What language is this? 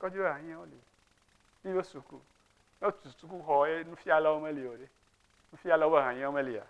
Ewe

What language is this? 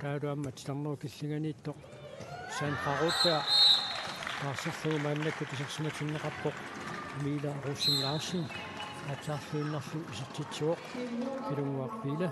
Kalaallisut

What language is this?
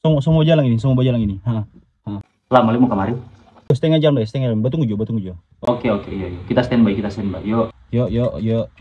Manado Malay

